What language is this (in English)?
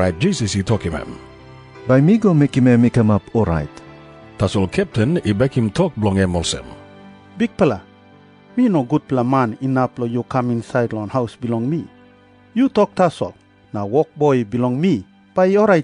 Tok Pisin